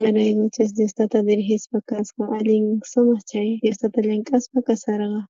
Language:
South Bolivian Quechua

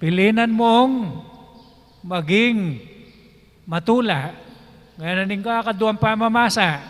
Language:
Pampanga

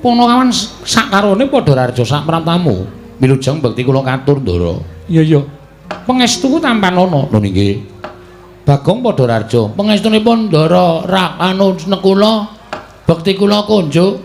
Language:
Javanese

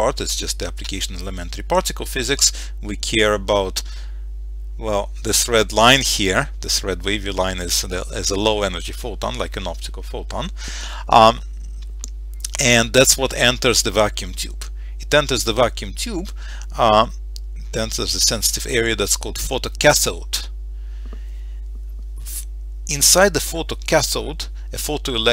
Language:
English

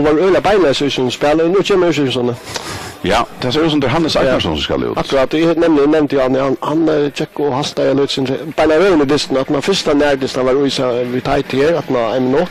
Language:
Faroese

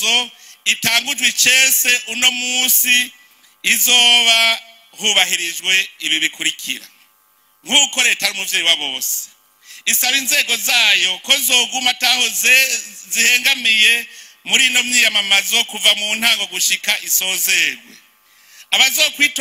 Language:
Rundi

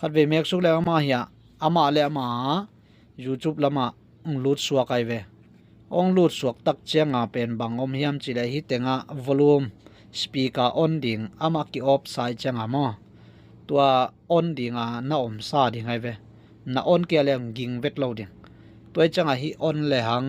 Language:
Tedim Chin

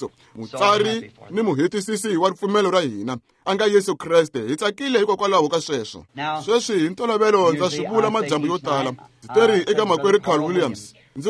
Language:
Tsonga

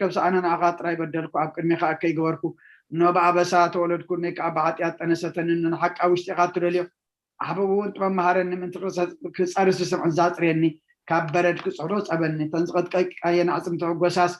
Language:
Tigrinya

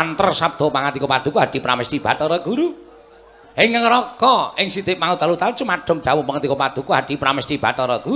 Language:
Javanese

